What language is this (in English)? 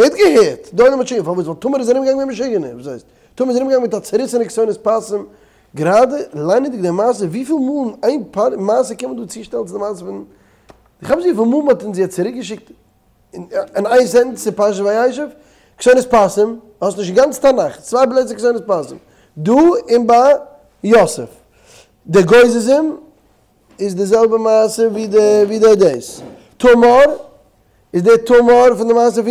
Yiddish